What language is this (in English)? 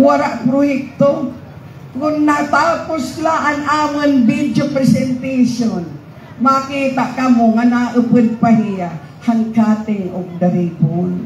Waray